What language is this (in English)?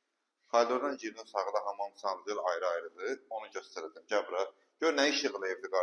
Azerbaijani